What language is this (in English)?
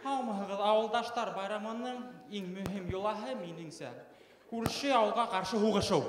Bashkir